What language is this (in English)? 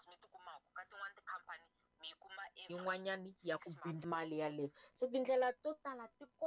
Tsonga